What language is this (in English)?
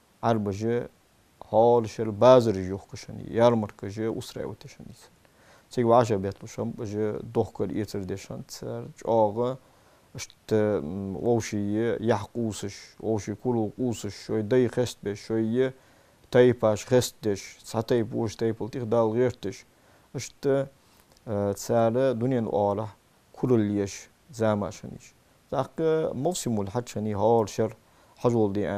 Ingush